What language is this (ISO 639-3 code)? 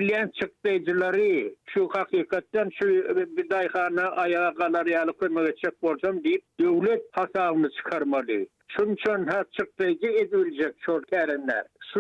tuk